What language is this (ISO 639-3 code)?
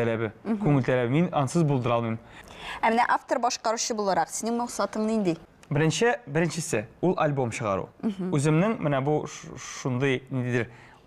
tat